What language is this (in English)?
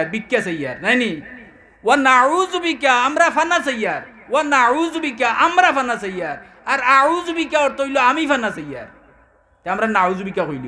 Sylheti